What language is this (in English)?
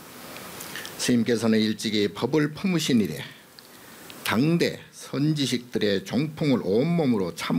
Korean